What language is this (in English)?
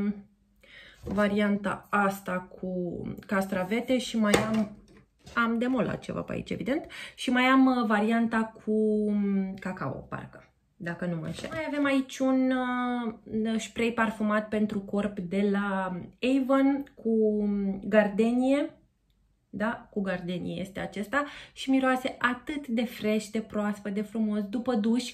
Romanian